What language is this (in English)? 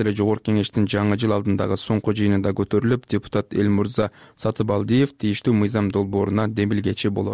Kyrgyz